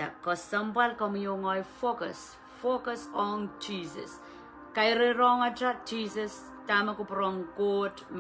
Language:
Pohnpeian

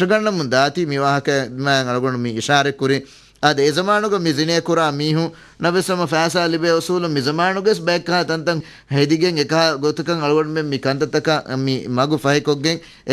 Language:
Divehi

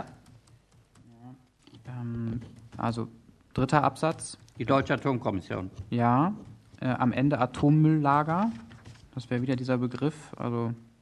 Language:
German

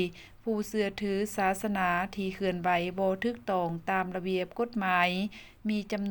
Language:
Lao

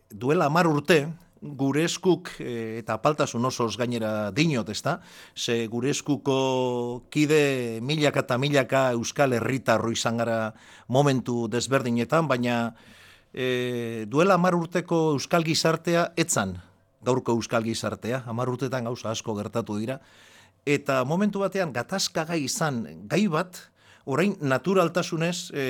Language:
Basque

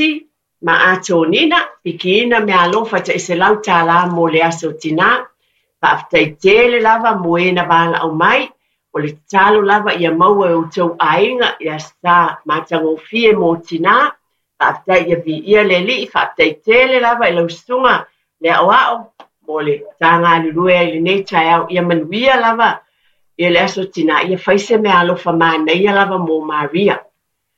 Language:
Samoan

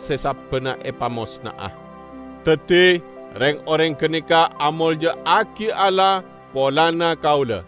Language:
Madurese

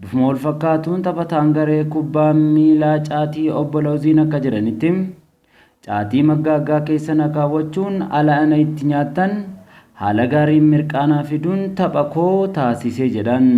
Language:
Oromo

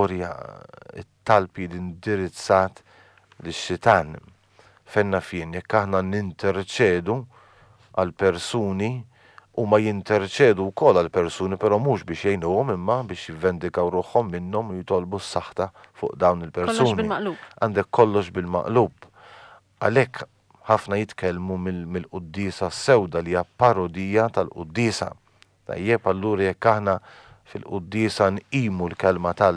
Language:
Maltese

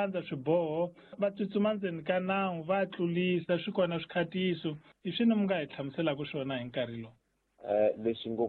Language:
Tsonga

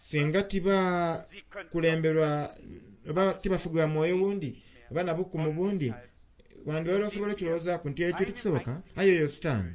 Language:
Soga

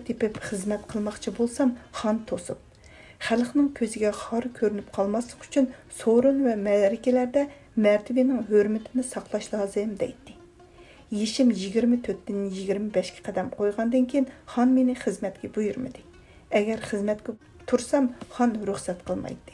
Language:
Uyghur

